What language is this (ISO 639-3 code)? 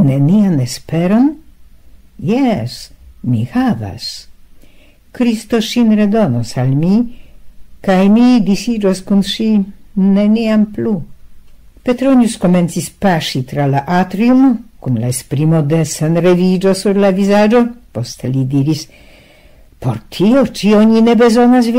epo